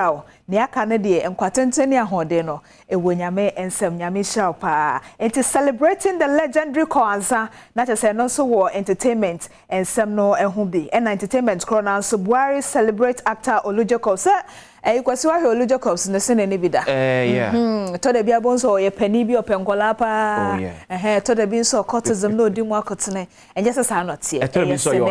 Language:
Akan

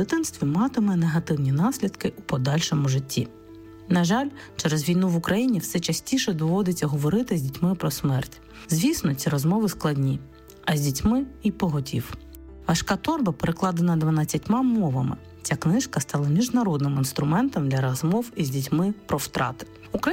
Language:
Ukrainian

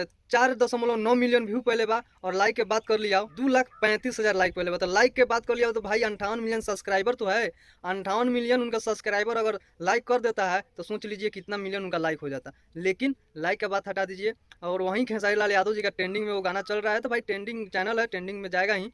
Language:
Bhojpuri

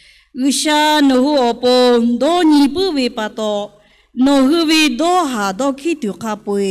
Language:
Lahu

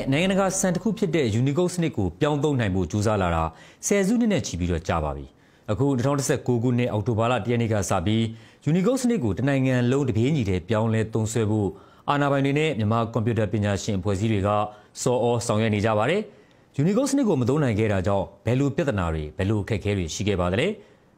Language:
Burmese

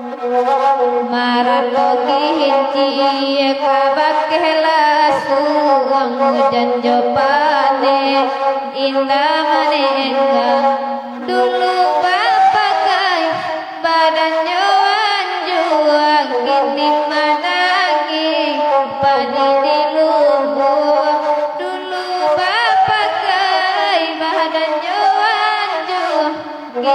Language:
Minangkabau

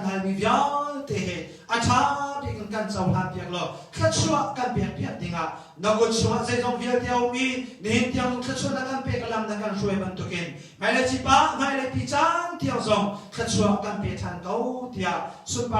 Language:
Hakha Chin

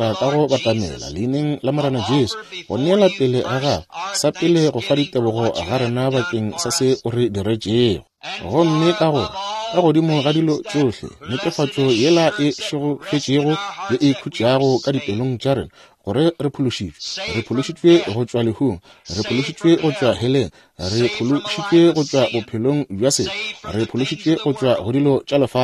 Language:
Northern Sotho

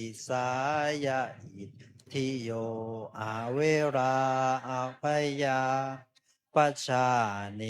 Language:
Pali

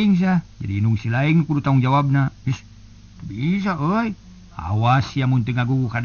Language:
Sundanese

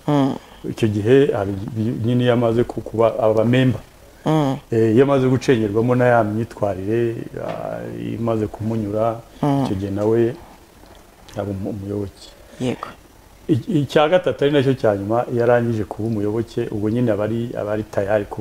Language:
Kinyarwanda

